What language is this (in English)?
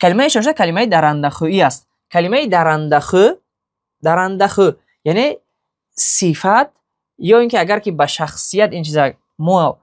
Tajik